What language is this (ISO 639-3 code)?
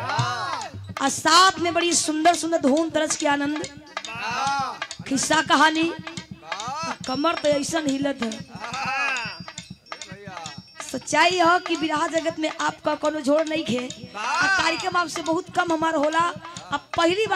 bho